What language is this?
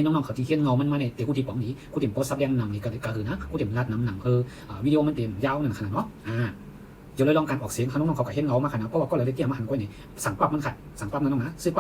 Shan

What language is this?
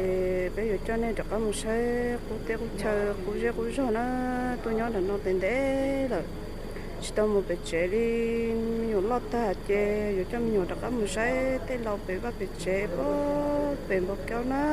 Hmong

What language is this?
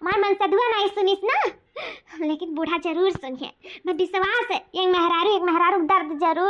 Awadhi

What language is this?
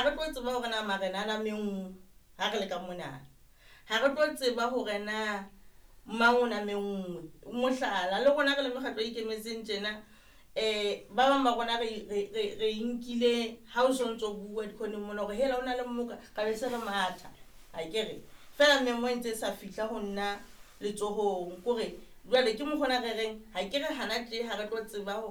Southern Sotho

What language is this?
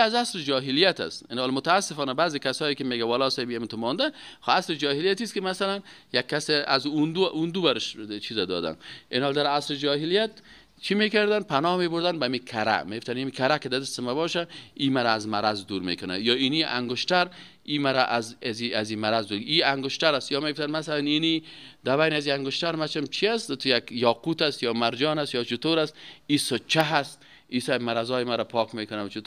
Persian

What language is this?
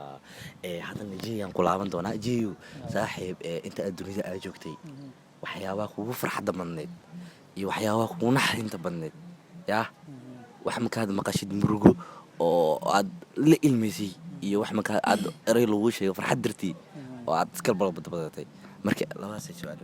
Somali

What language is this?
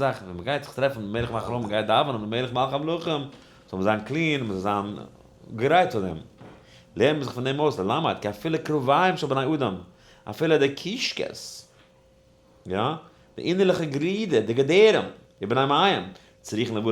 Yiddish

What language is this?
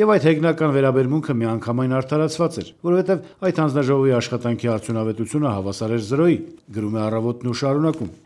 Armenian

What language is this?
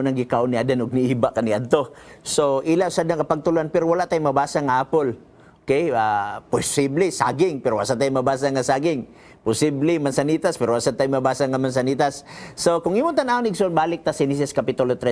Cebuano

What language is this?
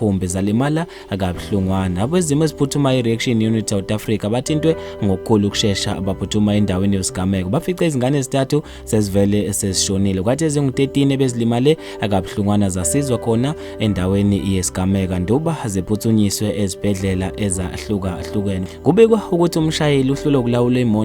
Zulu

